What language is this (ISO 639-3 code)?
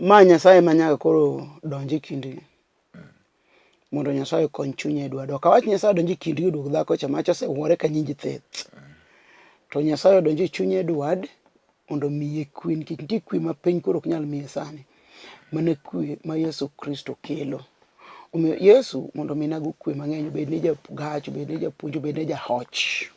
luo